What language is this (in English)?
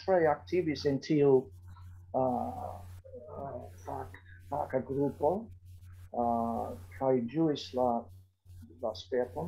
Esperanto